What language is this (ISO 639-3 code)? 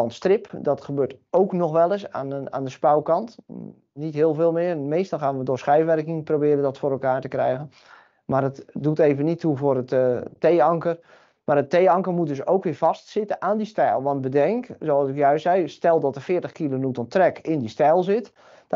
nld